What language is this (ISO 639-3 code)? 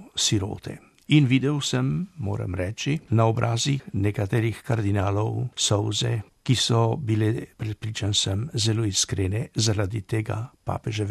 slv